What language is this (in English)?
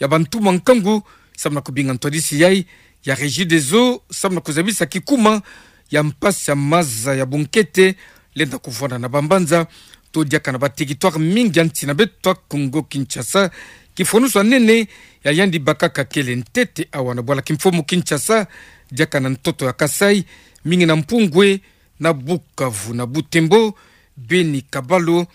Kituba (Democratic Republic of Congo)